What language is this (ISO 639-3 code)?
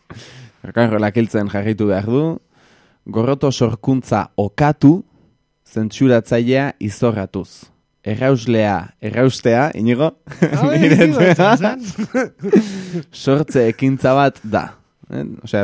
eus